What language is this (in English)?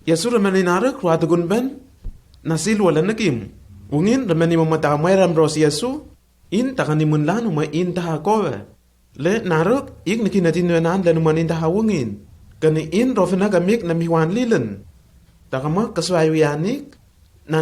Lenakel